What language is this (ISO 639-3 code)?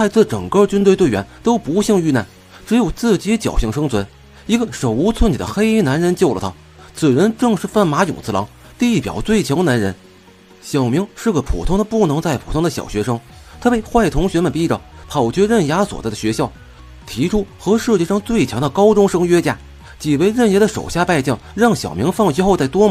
zho